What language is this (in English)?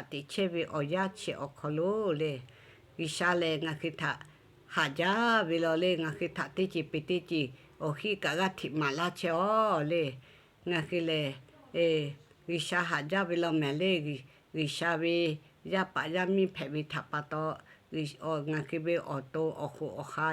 Lahu